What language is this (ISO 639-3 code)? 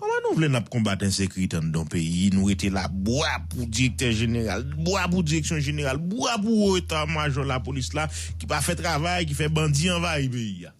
hat